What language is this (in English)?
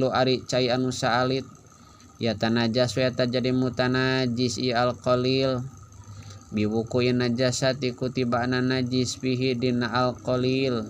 Sundanese